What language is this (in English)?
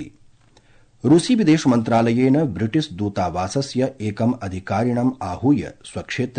Sanskrit